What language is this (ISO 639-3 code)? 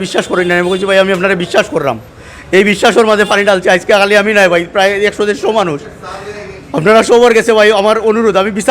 syl